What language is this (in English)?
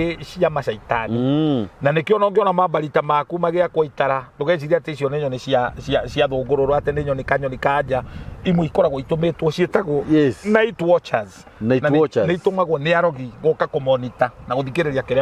Kikuyu